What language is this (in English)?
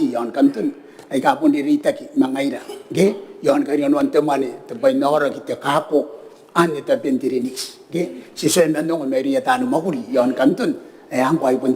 Gilbertese